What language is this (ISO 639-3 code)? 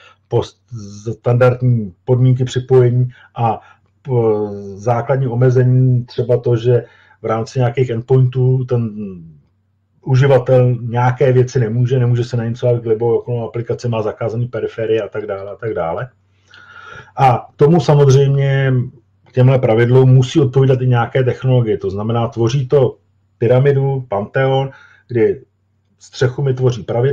ces